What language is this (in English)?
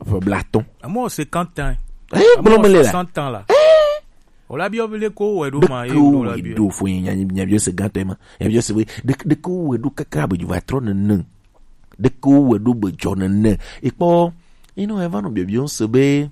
Gen